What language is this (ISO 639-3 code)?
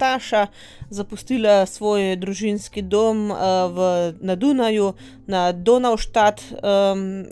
slv